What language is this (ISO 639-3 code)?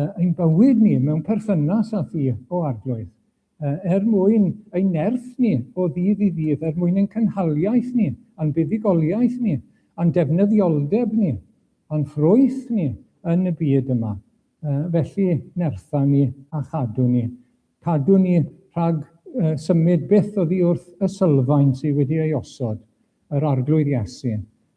cym